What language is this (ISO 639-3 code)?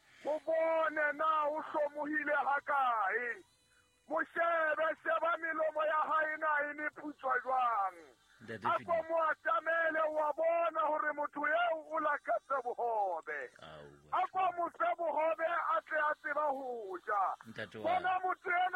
sot